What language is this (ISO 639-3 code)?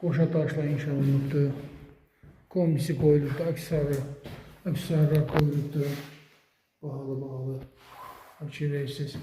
aze